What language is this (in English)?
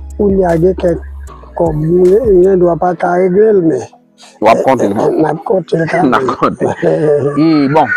Haitian Creole